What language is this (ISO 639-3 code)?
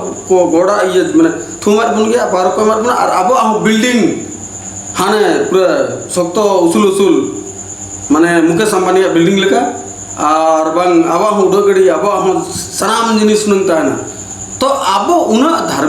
sat